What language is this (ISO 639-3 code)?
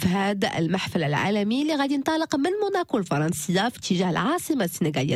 ary